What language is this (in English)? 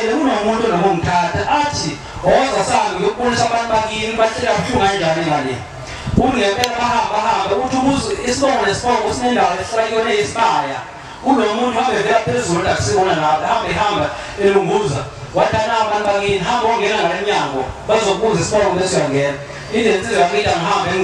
Zulu